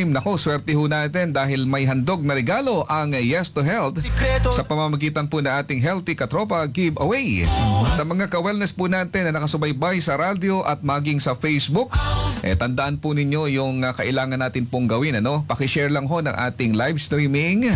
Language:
Filipino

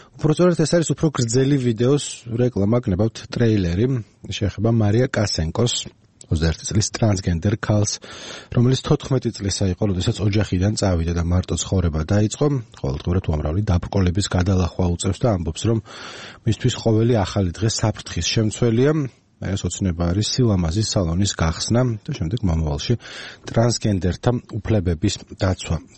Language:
Georgian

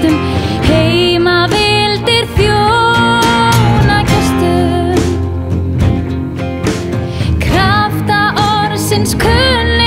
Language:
Icelandic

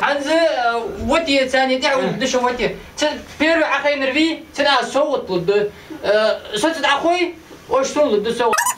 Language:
Ingush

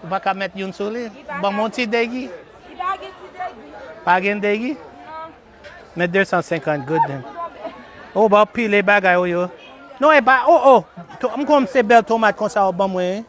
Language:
Haitian Creole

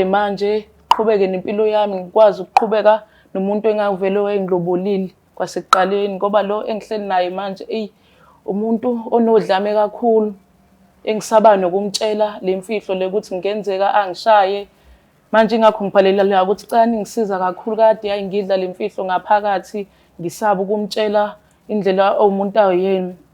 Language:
Zulu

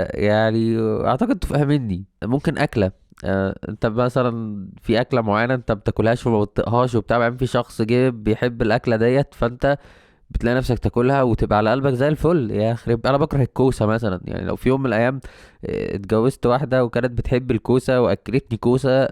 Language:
Egyptian Arabic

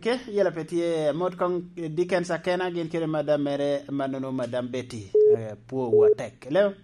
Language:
Lango (Uganda)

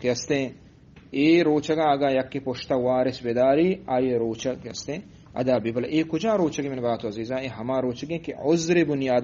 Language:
Eastern Balochi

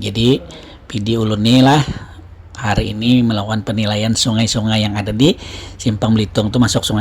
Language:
Banjar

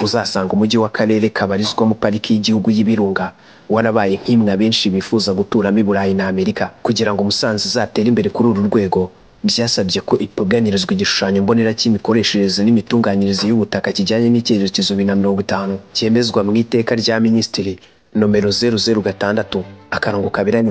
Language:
Kinyarwanda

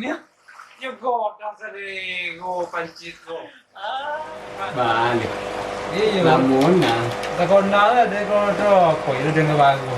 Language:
Minangkabau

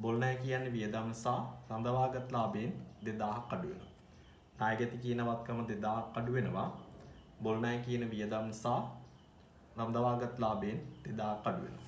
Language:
Sinhala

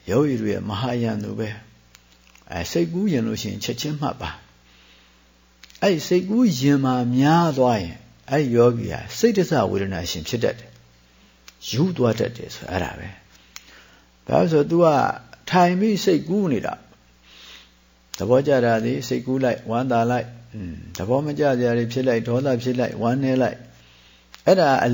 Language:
Burmese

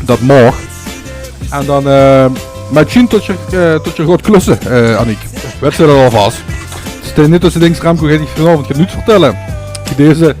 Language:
Limburgish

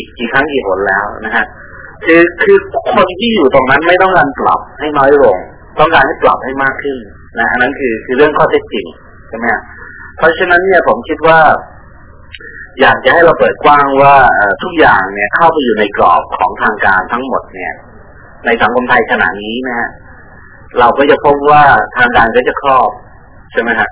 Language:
Thai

